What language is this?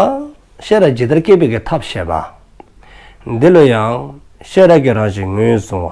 Dzongkha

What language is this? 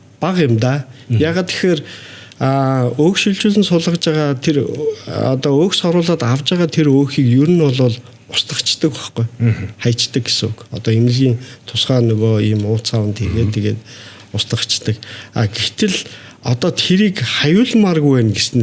Mongolian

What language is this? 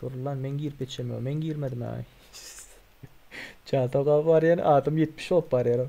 Turkmen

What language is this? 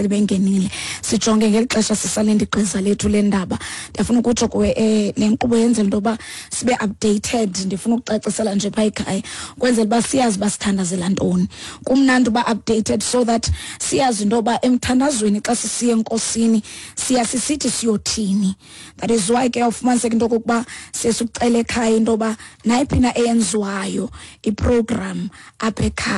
Xhosa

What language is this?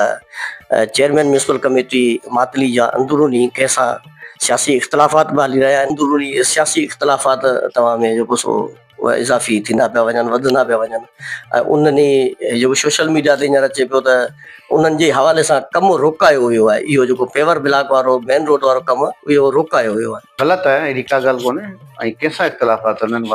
Sindhi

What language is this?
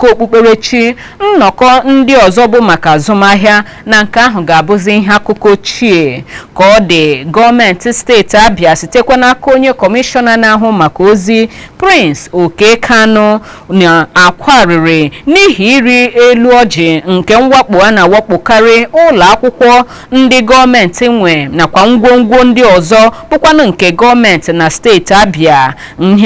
Igbo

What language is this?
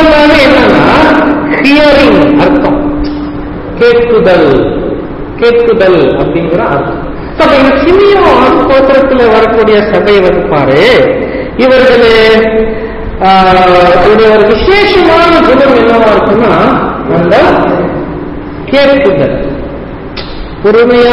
Tamil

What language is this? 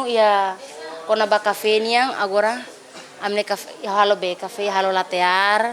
Tetum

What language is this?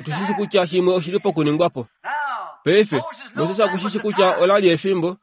Kuanyama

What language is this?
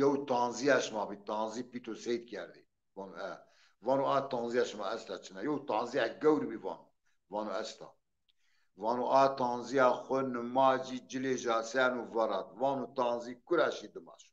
Zaza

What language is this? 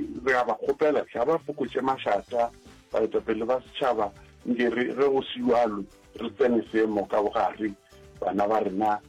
Northern Sotho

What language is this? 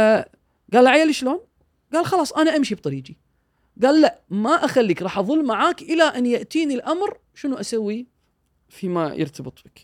Gulf Arabic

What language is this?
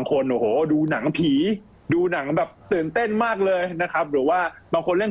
Thai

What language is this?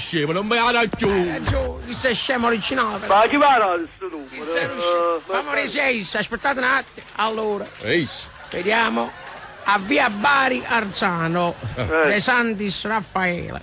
Neapolitan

